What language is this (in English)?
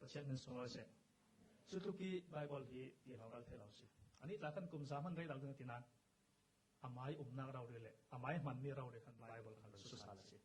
Falam Chin